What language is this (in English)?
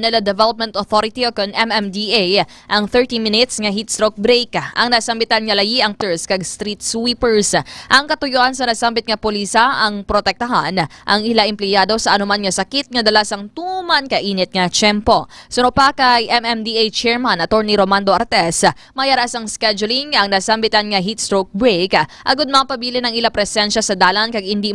Hiligaynon